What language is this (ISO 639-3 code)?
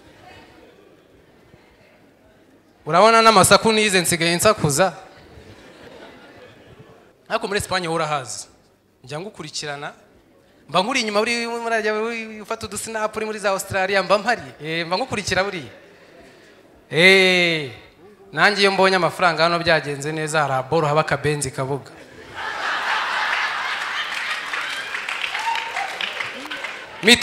kin